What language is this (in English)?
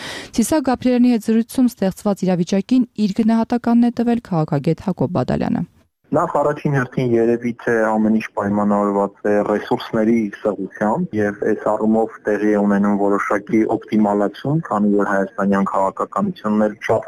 Armenian